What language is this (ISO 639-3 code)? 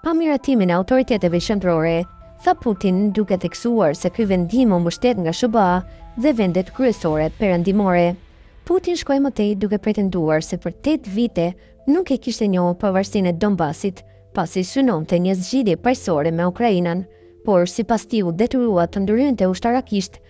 sqi